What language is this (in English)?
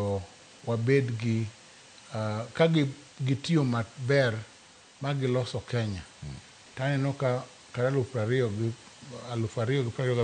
Luo (Kenya and Tanzania)